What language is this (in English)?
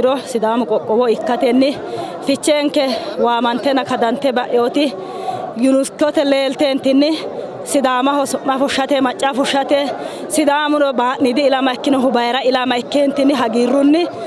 Sidamo